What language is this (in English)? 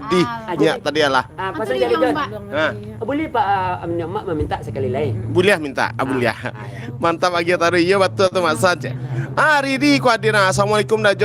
Minangkabau